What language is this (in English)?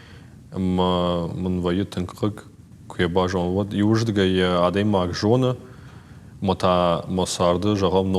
Ossetic